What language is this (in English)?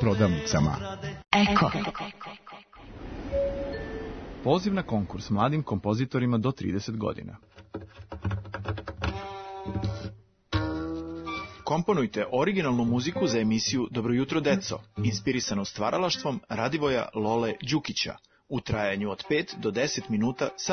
Serbian